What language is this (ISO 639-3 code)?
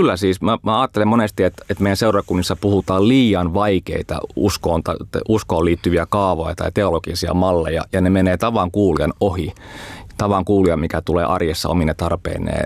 fin